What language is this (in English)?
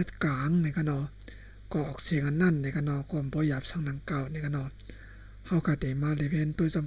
Shan